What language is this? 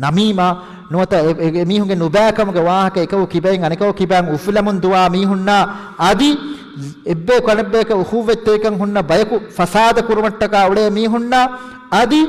Divehi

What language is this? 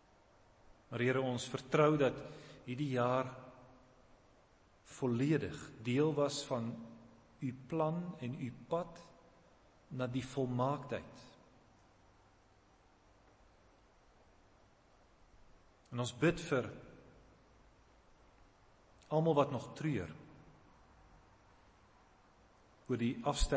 Afrikaans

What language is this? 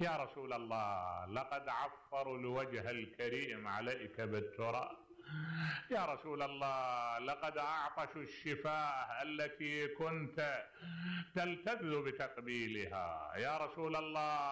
Mesopotamian Arabic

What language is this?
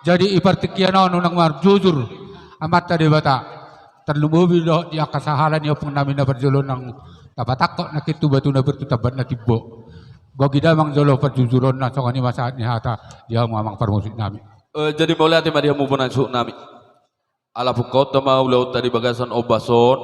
Batak Toba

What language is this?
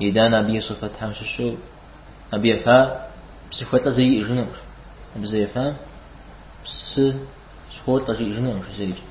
Kabardian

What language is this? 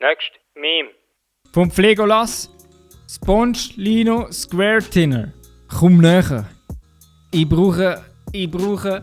Swiss German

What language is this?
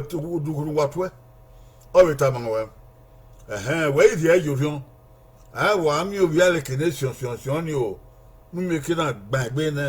Bini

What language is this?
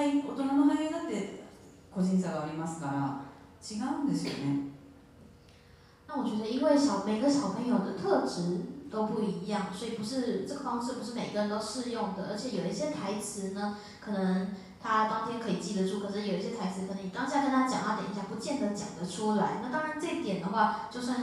Chinese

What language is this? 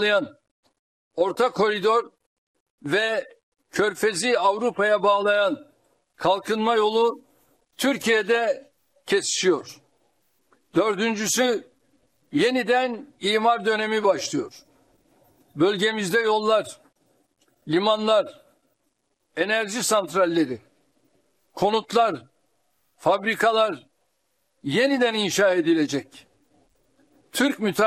Turkish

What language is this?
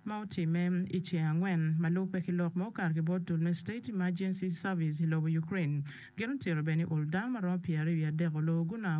Acoli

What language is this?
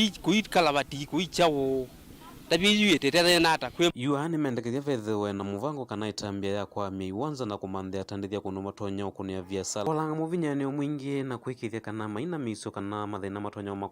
Kamba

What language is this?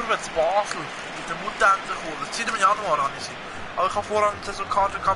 Swiss German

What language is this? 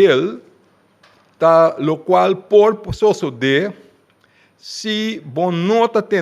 Papiamento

